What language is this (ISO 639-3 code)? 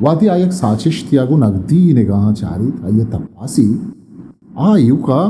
bgp